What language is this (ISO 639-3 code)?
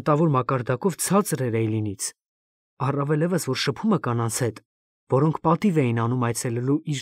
hye